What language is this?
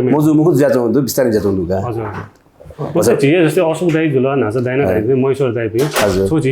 Newari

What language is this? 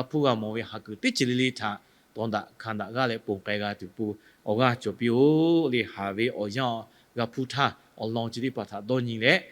Lahu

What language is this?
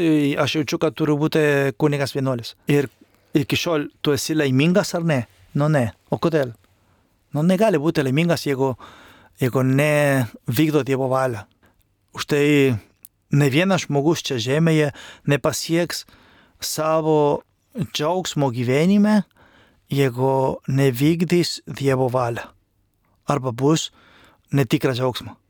Lithuanian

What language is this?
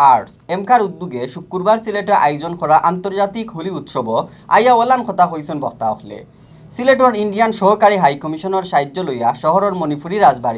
Sylheti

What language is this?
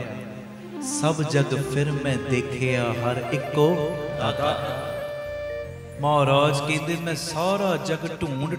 Punjabi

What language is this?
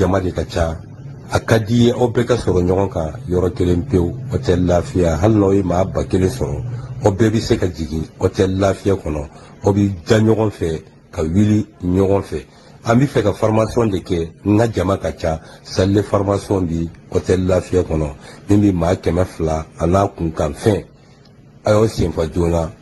Bambara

